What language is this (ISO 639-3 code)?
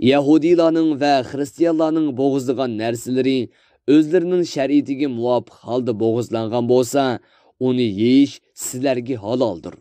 uig